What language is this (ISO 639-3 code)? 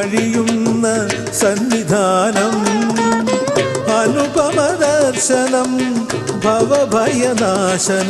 mal